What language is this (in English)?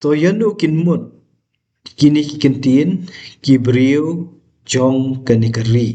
Khasi